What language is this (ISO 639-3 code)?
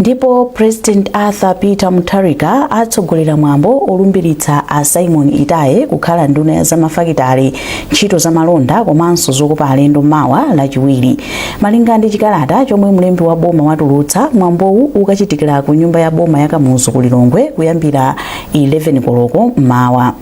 nya